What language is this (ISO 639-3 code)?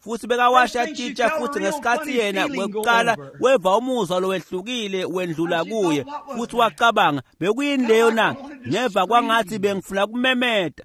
ssw